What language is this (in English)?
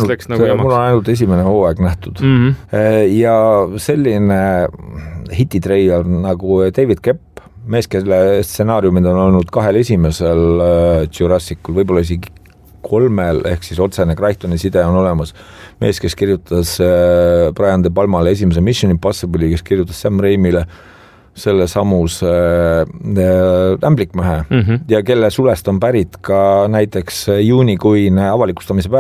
Estonian